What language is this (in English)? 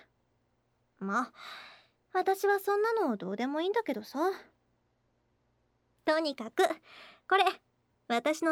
Japanese